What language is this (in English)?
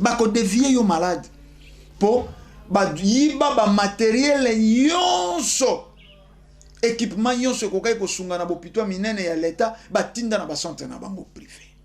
Lingala